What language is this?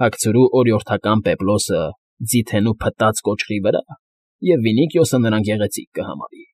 Armenian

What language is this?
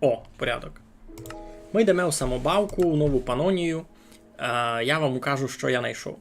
Rusyn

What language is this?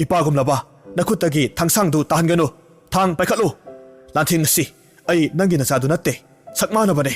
Manipuri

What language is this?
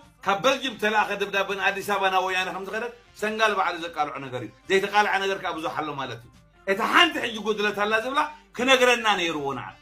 Tigrinya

